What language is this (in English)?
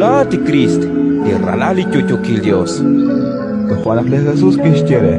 Kekchí